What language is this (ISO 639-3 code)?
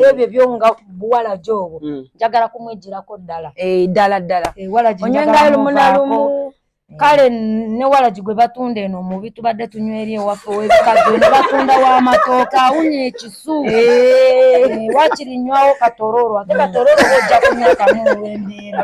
lug